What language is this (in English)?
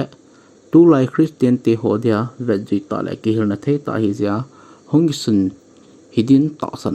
Thado Chin